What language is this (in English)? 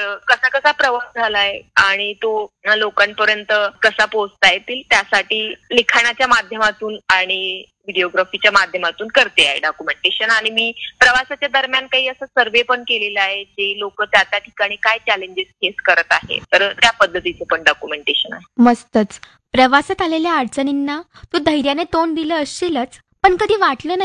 Marathi